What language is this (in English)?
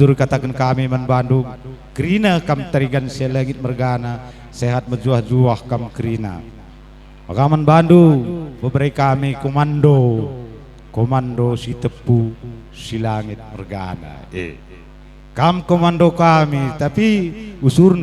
Batak Karo